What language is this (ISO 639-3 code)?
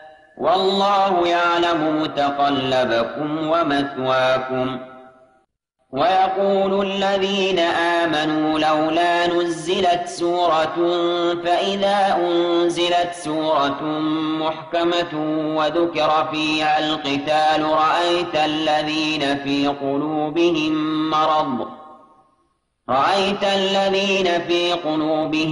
ara